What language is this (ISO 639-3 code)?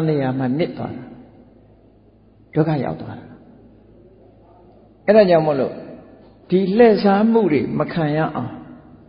mya